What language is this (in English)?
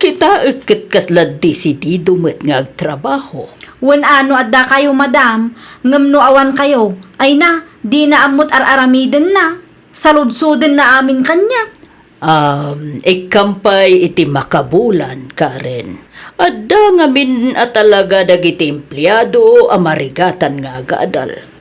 Iloko